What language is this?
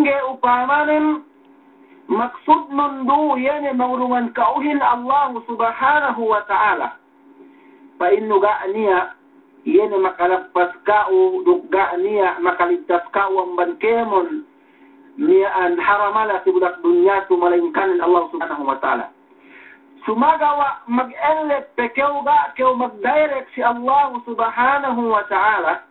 Yakan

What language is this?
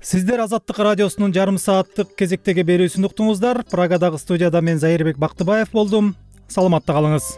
Kyrgyz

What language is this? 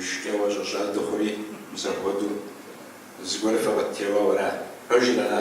Kabardian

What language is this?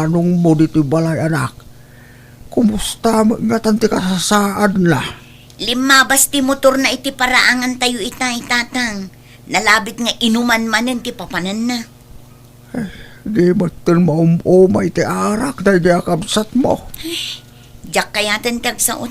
Iloko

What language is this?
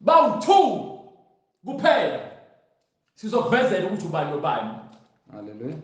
Zulu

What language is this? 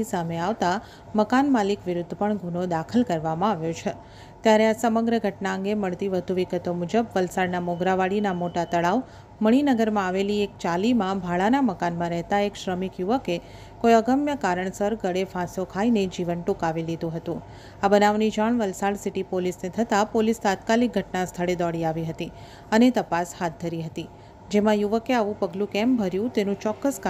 Gujarati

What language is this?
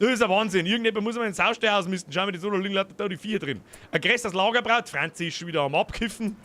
Bavarian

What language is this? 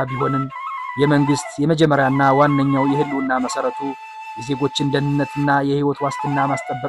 Amharic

